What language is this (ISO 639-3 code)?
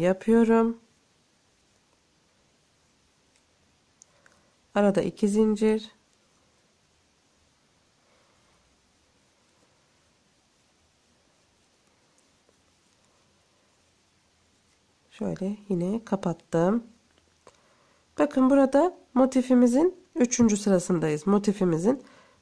tur